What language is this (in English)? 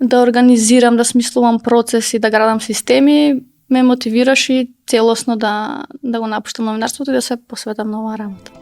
Macedonian